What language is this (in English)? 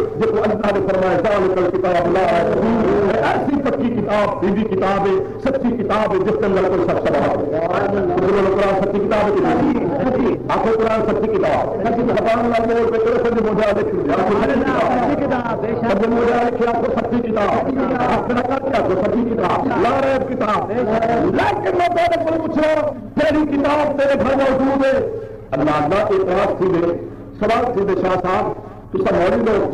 Saraiki